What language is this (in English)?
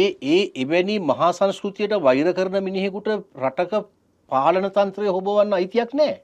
Sinhala